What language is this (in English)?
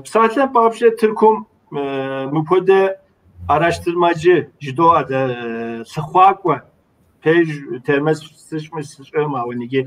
Kabardian